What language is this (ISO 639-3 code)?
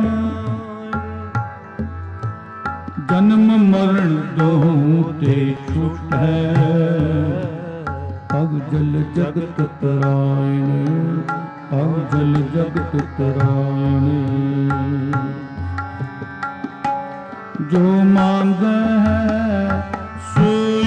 pan